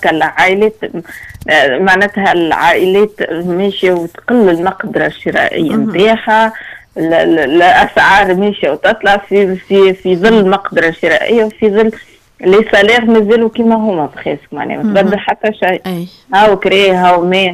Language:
Tunisian Arabic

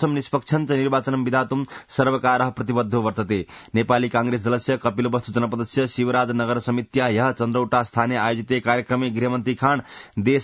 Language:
Sanskrit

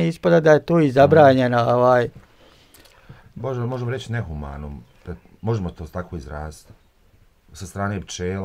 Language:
Bosnian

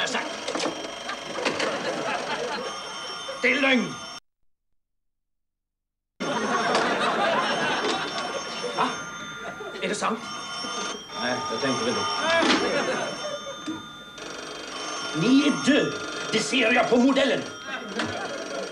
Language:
Swedish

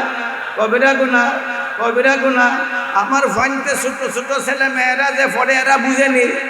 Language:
Sylheti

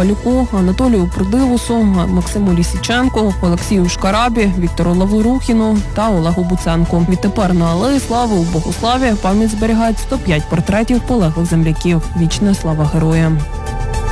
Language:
Ukrainian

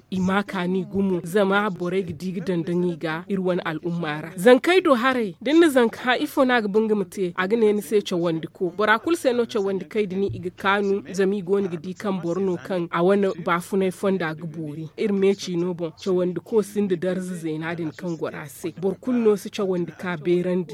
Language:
Zarma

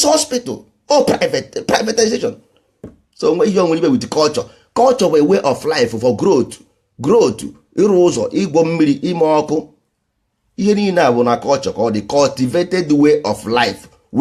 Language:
Igbo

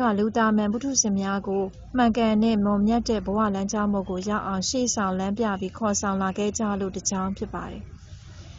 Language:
Burmese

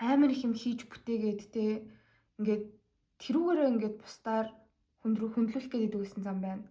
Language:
Mongolian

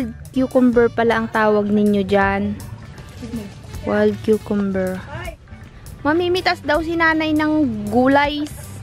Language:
Filipino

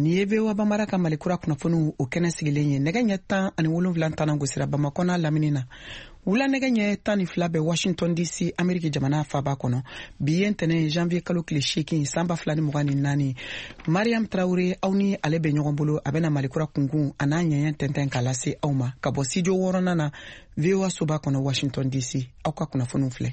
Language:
Bambara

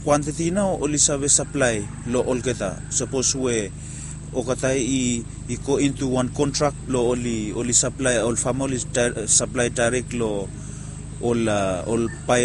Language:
Bislama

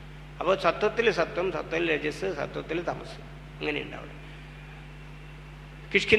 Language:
Malayalam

